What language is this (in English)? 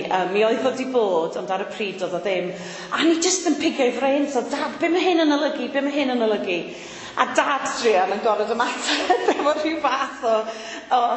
Welsh